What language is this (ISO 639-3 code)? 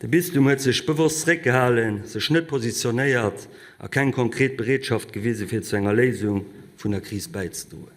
ltz